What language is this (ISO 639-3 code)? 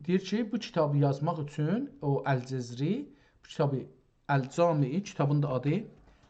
azb